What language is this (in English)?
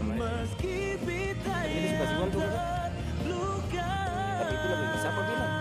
Ambonese Malay